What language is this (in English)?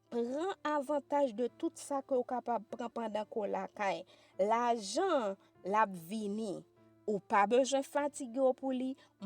Haitian Creole